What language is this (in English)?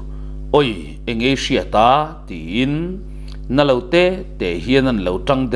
Mizo